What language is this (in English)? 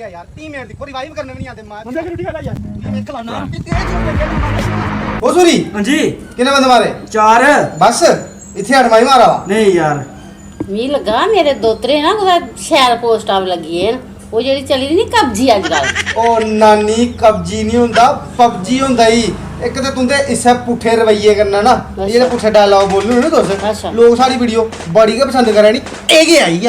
Dogri